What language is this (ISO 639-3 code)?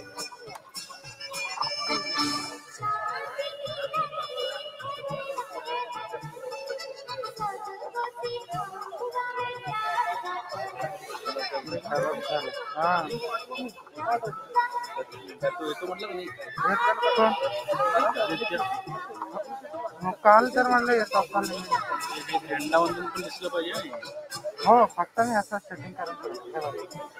mar